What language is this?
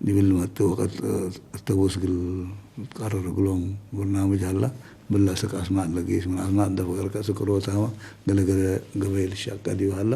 Tigre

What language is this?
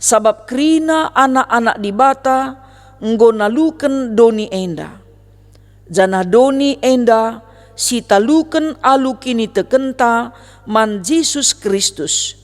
Batak Karo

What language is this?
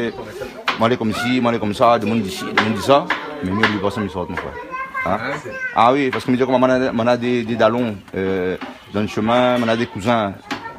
Réunion Creole French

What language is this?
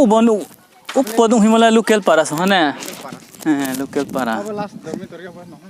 Riang (India)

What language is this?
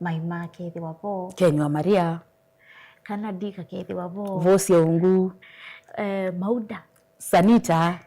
Kamba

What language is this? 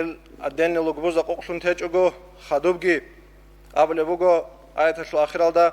Avaric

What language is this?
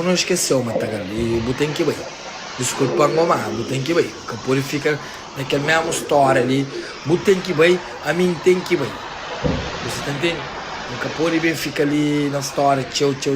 Kabuverdianu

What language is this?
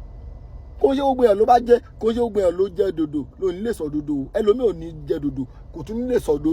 Yoruba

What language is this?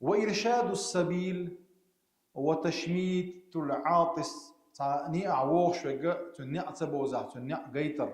Chechen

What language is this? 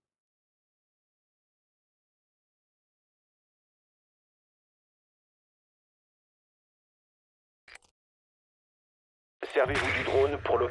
French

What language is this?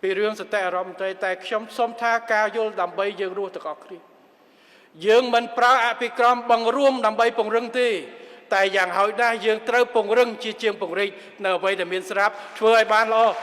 Khmer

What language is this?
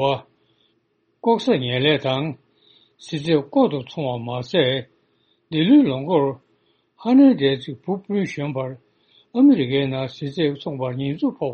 Tibetan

